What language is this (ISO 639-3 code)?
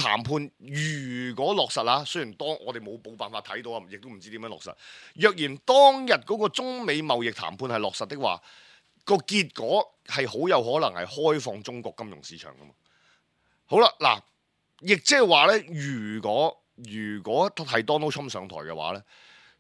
yue